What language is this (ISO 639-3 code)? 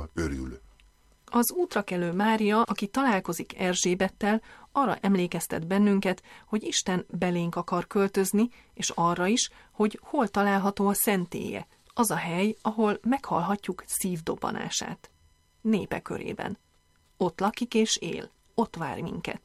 hun